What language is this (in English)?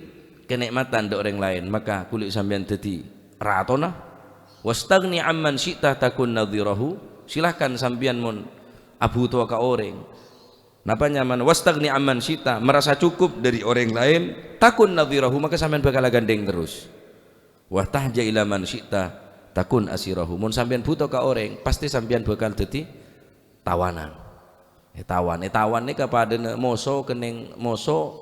Madurese